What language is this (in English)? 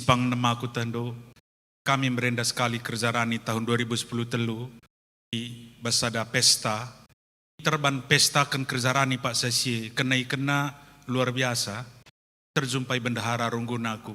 Batak Karo